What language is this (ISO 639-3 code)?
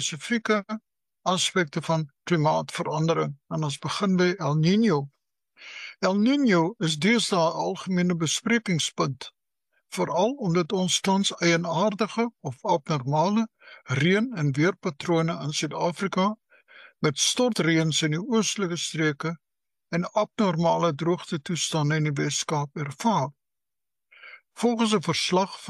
afr